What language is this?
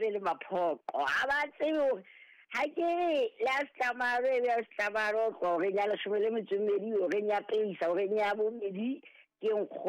Southern Sotho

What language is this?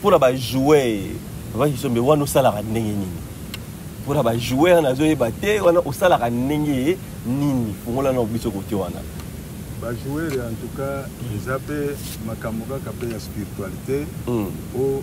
Lingala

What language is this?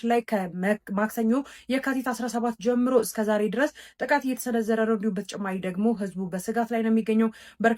Amharic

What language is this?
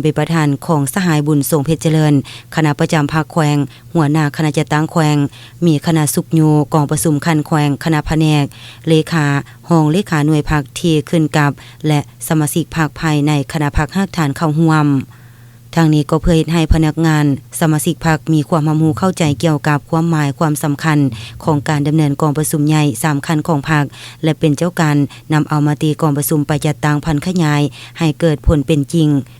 Lao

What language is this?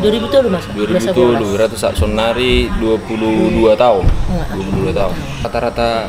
Batak Toba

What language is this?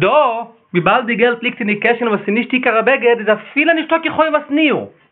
Yiddish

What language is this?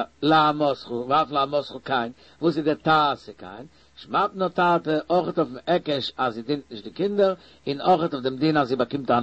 Yiddish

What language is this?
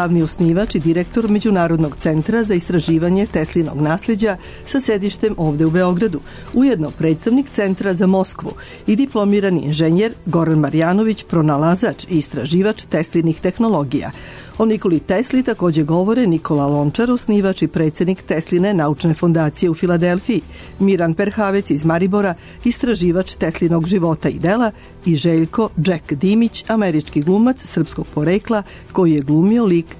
Serbian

